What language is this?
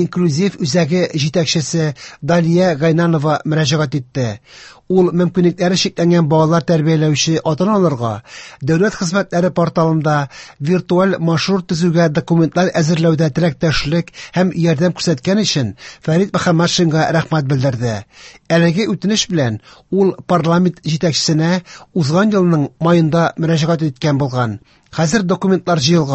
Tatar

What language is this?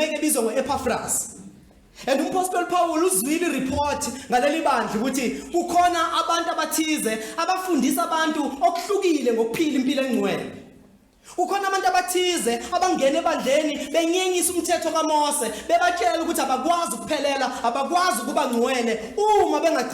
Zulu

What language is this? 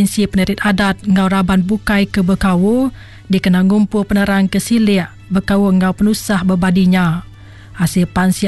Iban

